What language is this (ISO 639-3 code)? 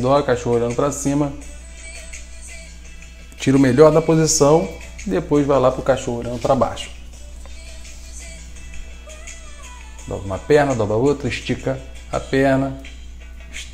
por